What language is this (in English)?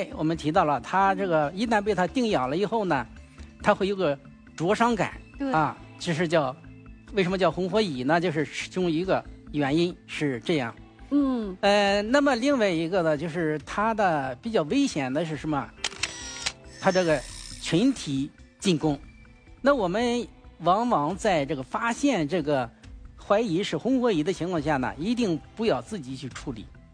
Chinese